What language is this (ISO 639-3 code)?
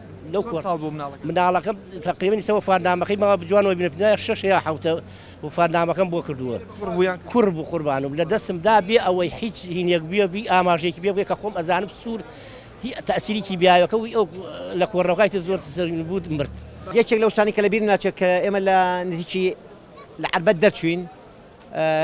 ckb